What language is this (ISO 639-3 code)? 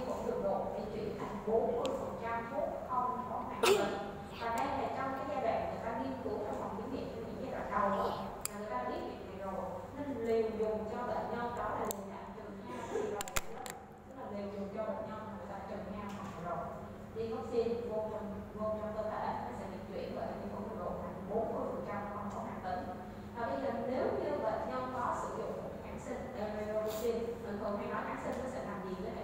vie